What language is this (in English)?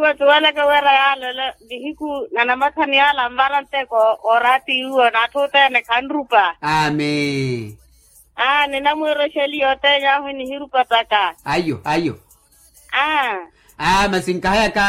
Makhuwa